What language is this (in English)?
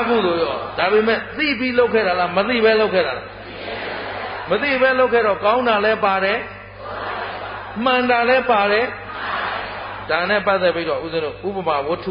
Burmese